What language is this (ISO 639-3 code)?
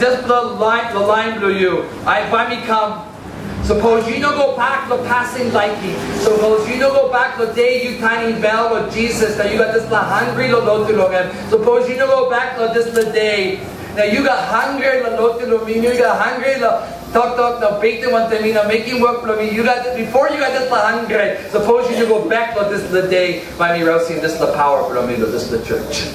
tpi